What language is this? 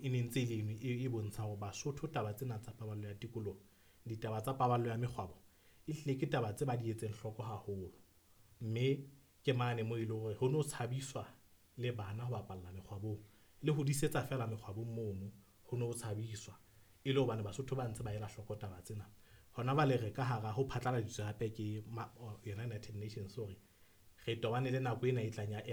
Southern Sotho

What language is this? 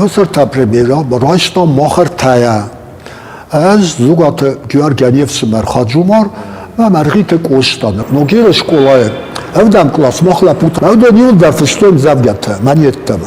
Ossetic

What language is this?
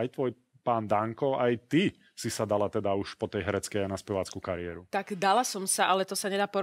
Slovak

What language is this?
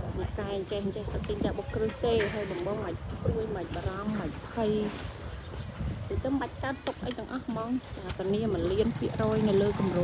Khmer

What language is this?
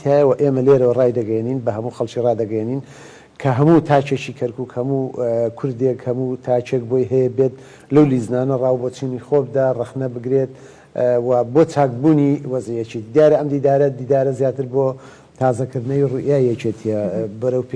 Central Kurdish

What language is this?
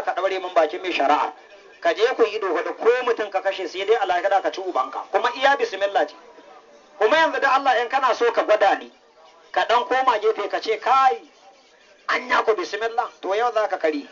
Hausa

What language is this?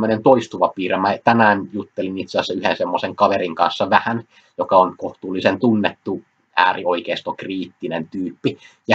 Finnish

